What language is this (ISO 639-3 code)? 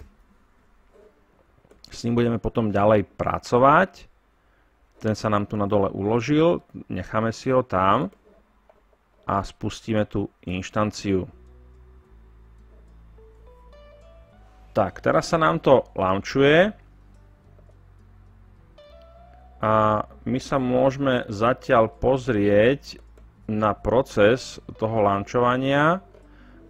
slk